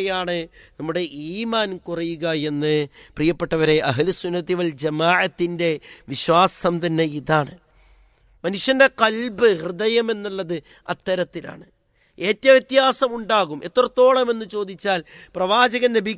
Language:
Malayalam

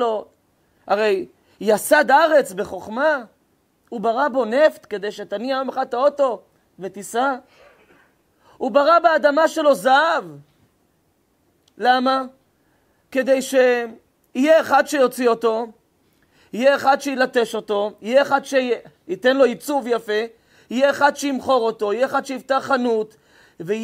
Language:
Hebrew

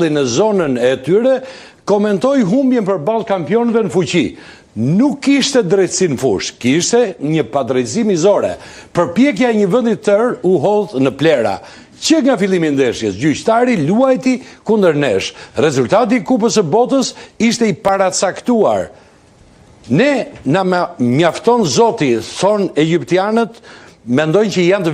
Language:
Albanian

